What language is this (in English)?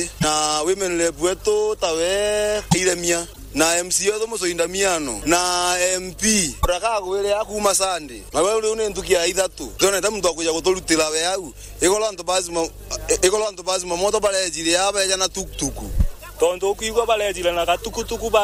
Meru